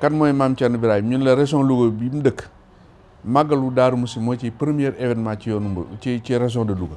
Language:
Wolof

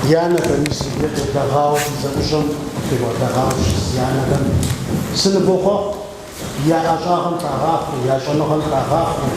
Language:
Kabardian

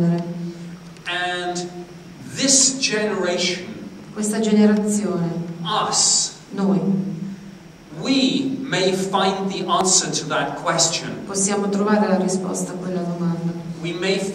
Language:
Italian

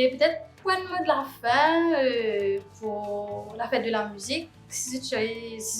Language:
Morisyen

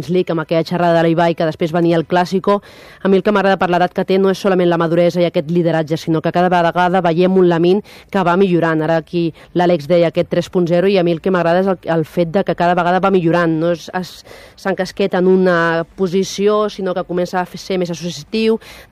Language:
Catalan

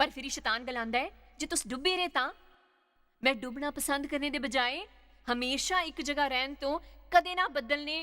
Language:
Dogri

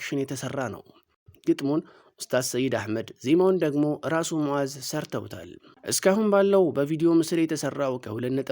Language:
Amharic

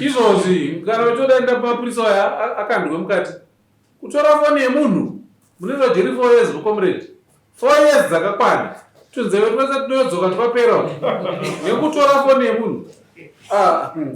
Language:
Shona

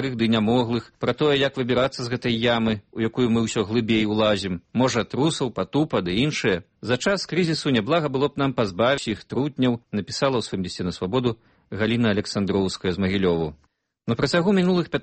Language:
Belarusian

